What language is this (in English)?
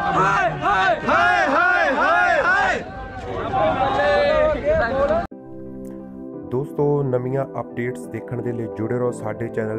Punjabi